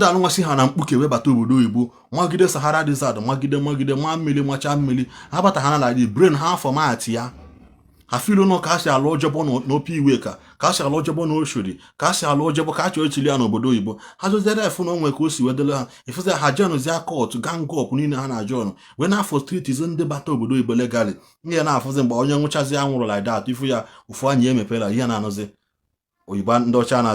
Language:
Igbo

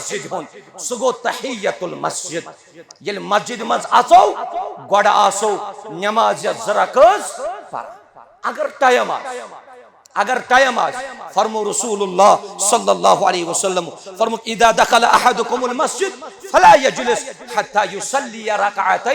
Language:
Kashmiri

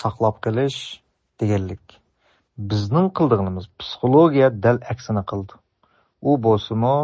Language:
Uyghur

